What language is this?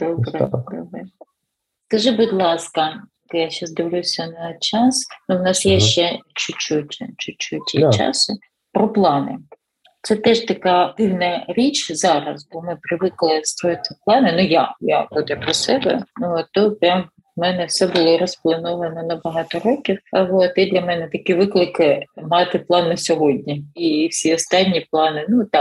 Ukrainian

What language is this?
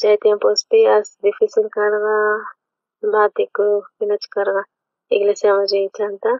South Bolivian Quechua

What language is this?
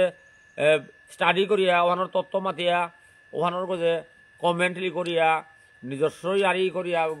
Bishnupriya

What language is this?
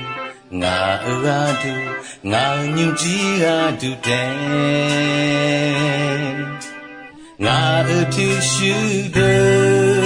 Akha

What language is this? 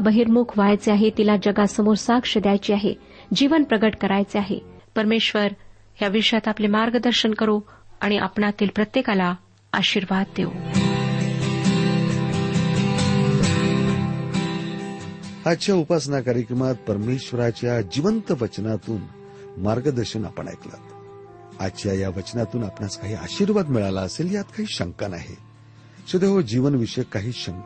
Marathi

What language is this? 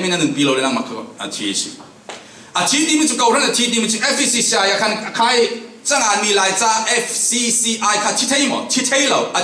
Falam Chin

